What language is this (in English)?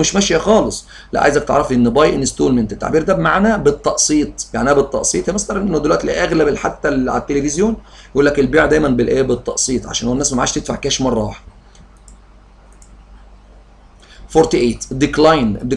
Egyptian Arabic